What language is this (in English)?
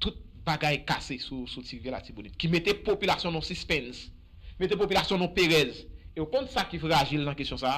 Haitian Creole